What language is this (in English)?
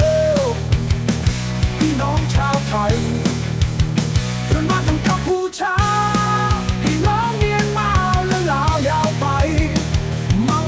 Thai